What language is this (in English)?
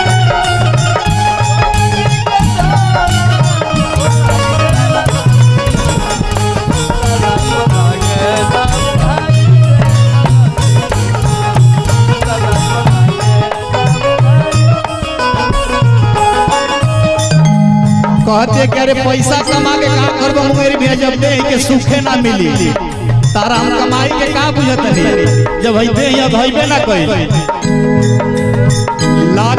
Bhojpuri